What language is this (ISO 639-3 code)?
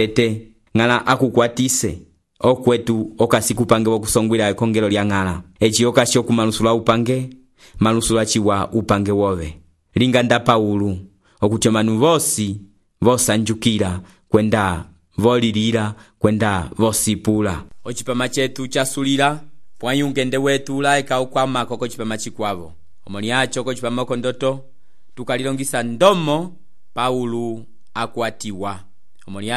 umb